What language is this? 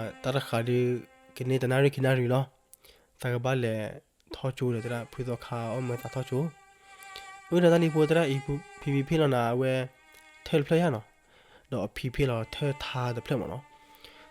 S'gaw Karen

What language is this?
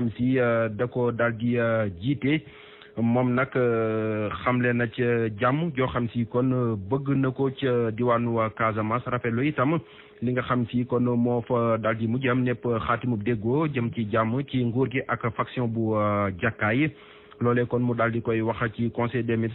Wolof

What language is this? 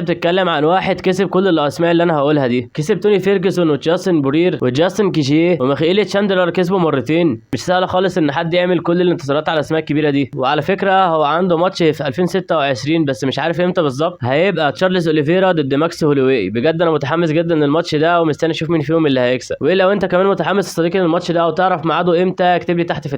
Egyptian Arabic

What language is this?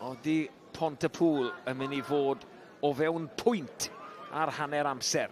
Welsh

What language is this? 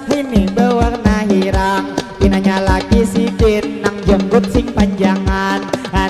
Banjar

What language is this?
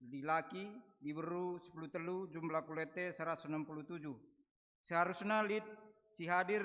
Batak Karo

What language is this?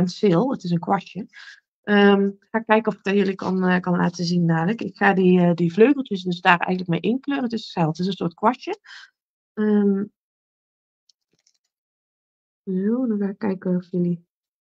Dutch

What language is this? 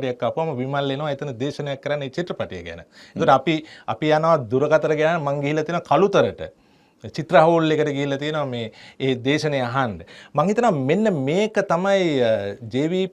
Sinhala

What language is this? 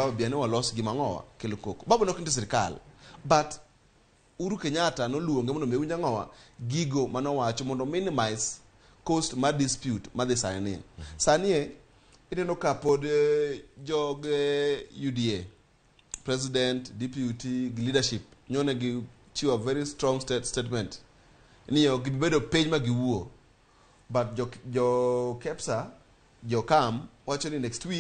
Luo (Kenya and Tanzania)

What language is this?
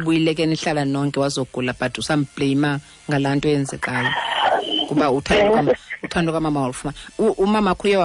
Xhosa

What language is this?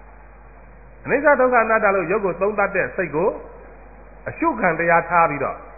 Burmese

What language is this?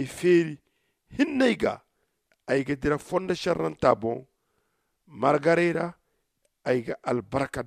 Zarma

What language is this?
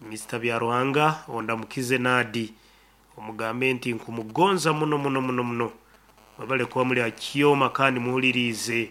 Nyoro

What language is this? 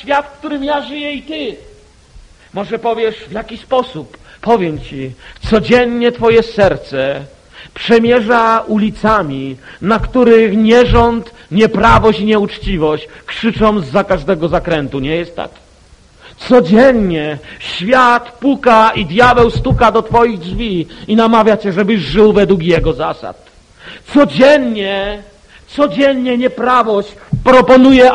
Polish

